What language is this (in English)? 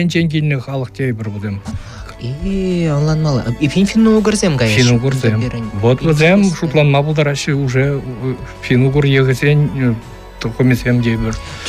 Chuvash